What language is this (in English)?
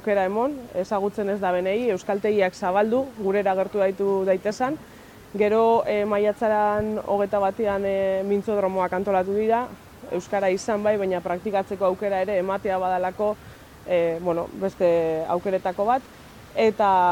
Basque